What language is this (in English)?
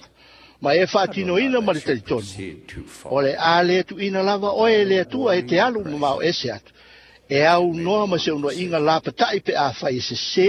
Samoan